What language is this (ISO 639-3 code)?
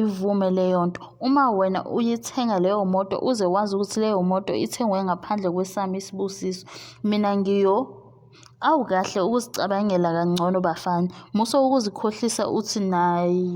zul